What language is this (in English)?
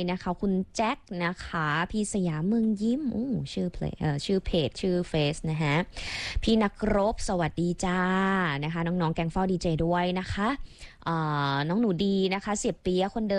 Thai